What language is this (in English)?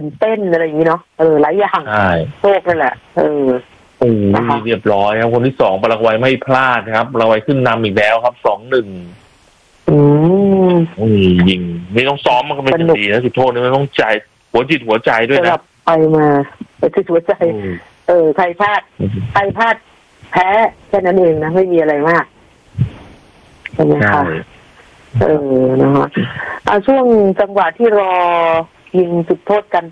Thai